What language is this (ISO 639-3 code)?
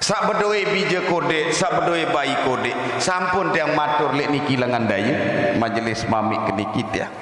sas